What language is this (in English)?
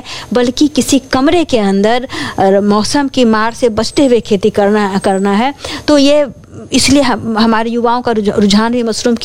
Hindi